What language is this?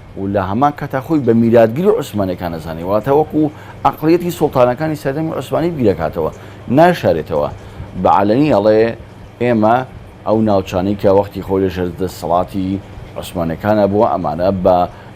Central Kurdish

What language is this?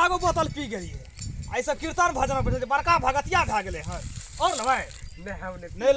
Maithili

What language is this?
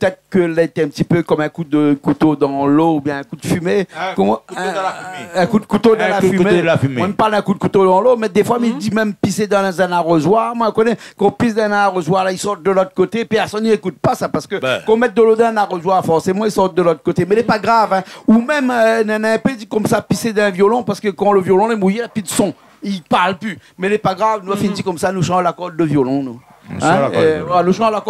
Réunion Creole French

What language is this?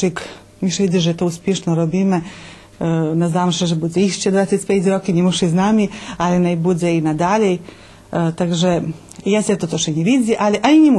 Rusyn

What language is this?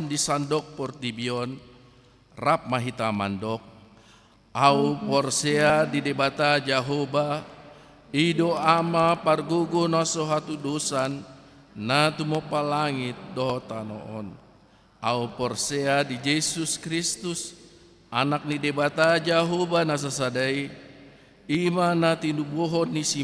Batak Toba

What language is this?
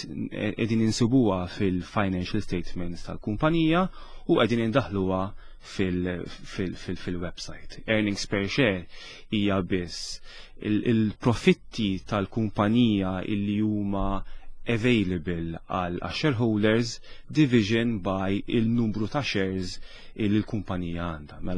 Maltese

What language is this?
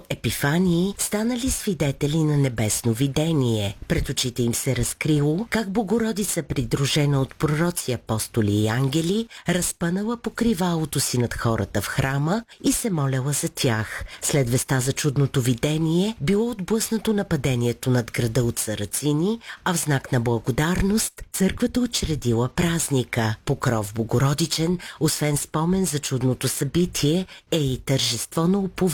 Bulgarian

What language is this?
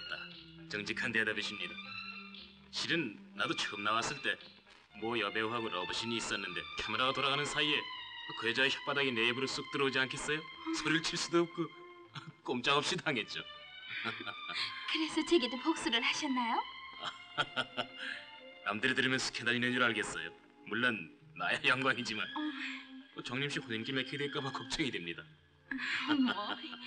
Korean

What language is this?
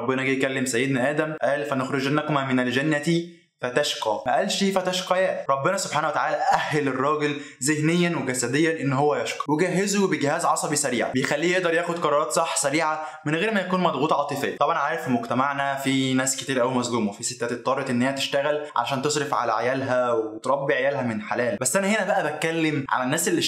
Egyptian Arabic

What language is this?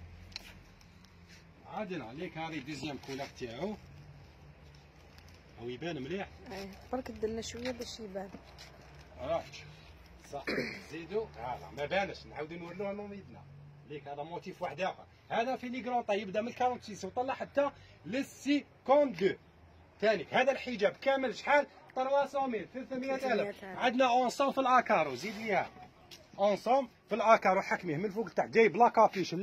Algerian Arabic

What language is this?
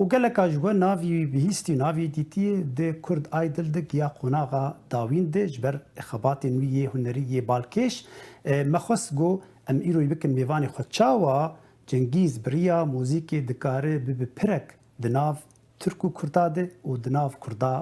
Kurdish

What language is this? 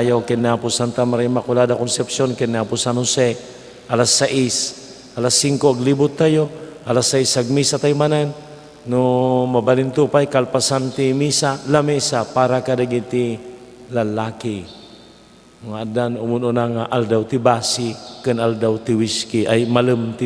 Iloko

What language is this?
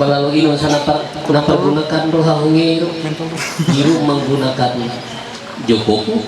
Ma'anyan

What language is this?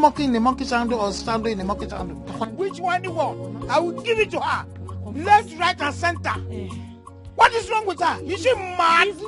Nigerian Pidgin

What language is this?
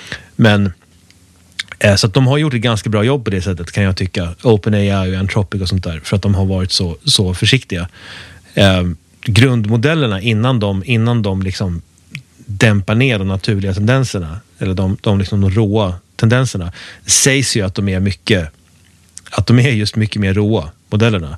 Swedish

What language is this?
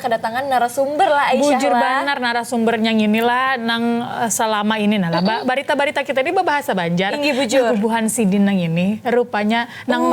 Banjar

